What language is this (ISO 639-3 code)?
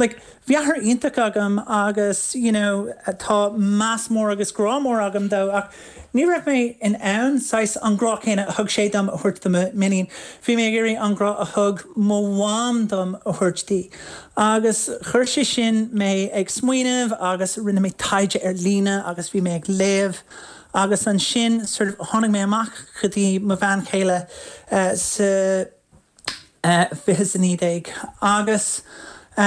gle